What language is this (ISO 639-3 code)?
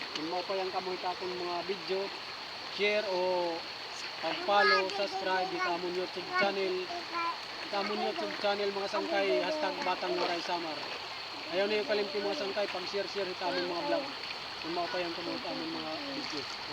war